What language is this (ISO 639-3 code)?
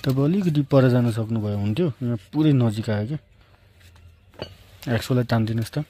nep